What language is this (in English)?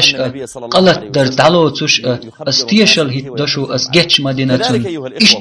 Chechen